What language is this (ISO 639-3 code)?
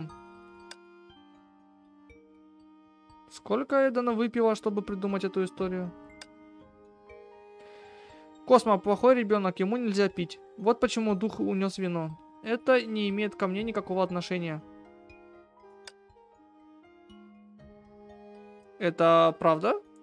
rus